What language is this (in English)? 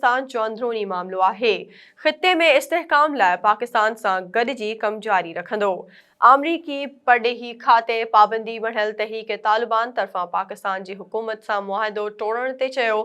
Sindhi